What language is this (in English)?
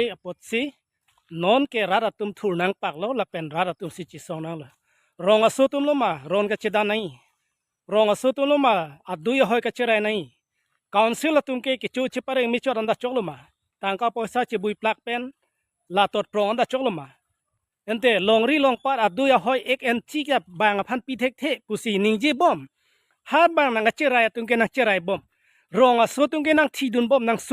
Karbi